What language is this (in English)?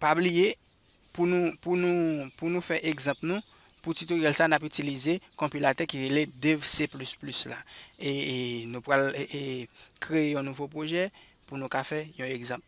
Haitian Creole